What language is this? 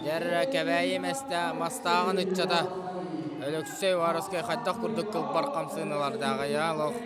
Yakut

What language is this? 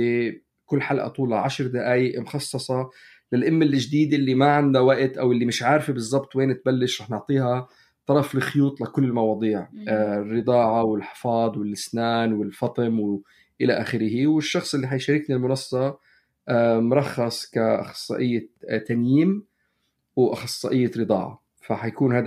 North Levantine Arabic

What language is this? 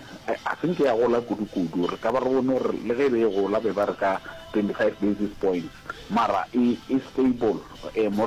Northern Sotho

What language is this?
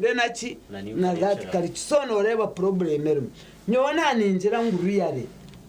Nyankole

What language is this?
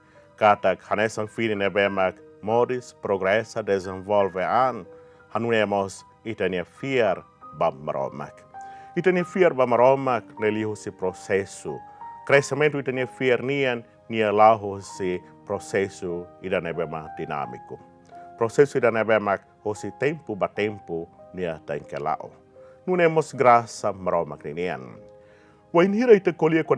Tetum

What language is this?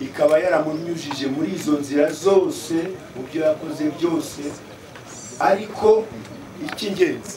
Kinyarwanda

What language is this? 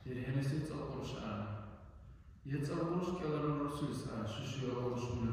Dargwa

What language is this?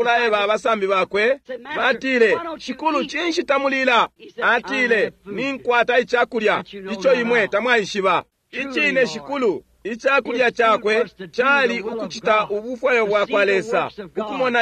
Bemba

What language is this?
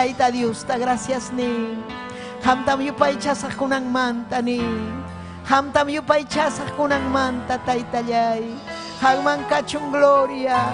Ayacucho Quechua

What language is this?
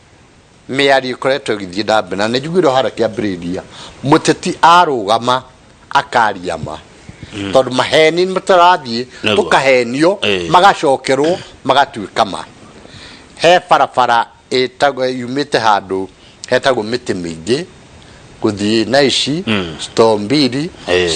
Kikuyu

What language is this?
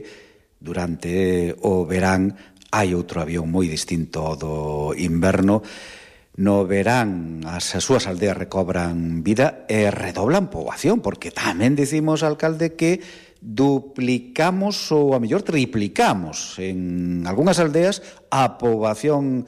Galician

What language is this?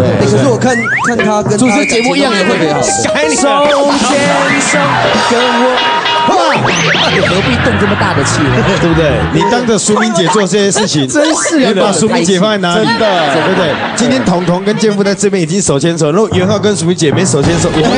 Chinese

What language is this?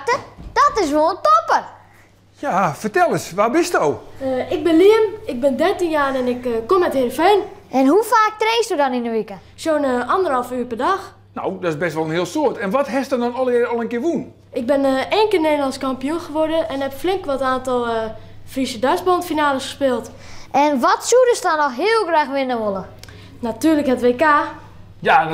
Western Frisian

